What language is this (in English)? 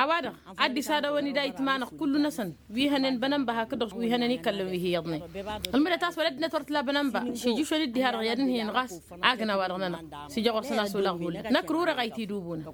Tamasheq